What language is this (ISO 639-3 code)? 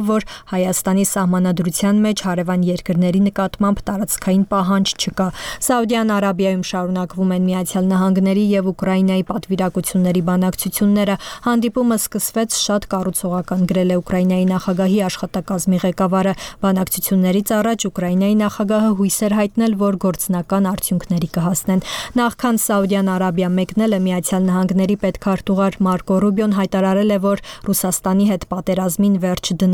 hye